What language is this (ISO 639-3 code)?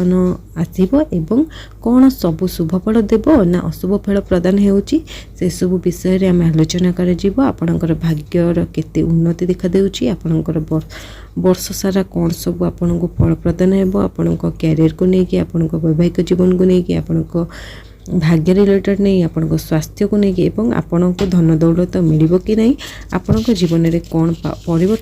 ori